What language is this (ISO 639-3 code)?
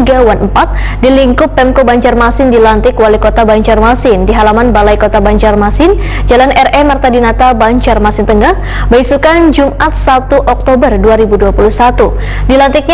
bjn